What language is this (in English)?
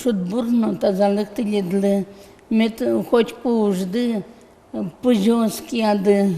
Udmurt